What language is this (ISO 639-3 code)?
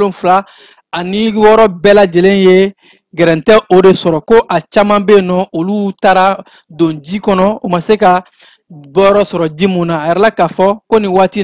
bam